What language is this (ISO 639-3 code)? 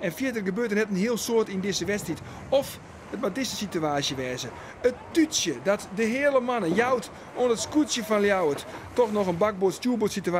fry